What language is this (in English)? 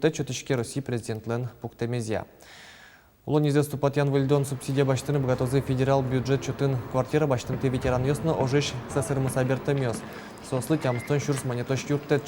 Udmurt